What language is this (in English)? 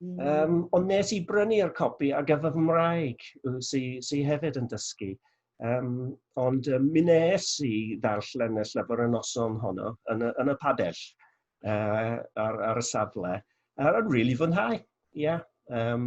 Welsh